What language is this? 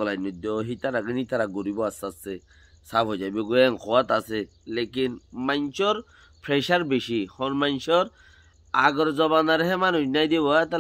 Rohingya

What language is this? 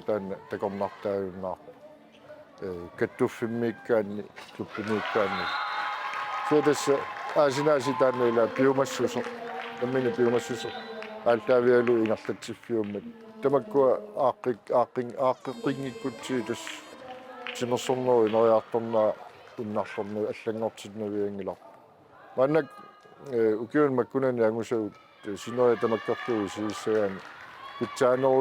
Kalaallisut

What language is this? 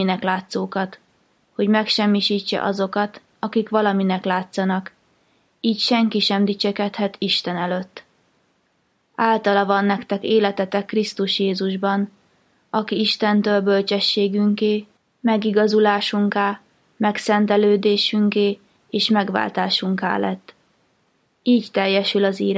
Hungarian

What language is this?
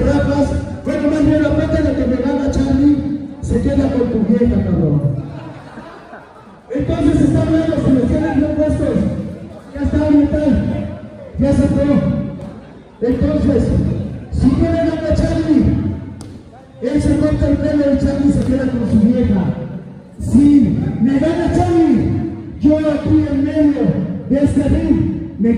Spanish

